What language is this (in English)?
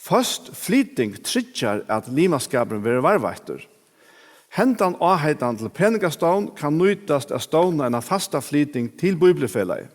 Faroese